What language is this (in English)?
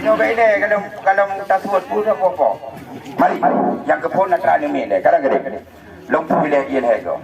Achinese